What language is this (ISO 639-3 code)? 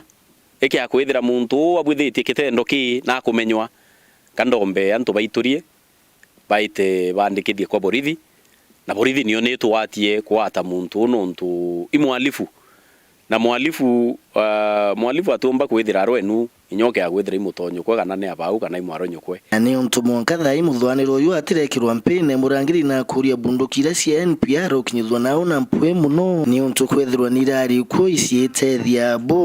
mer